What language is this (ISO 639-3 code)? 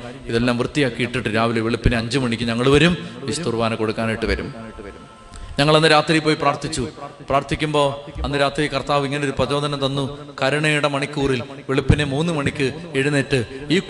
mal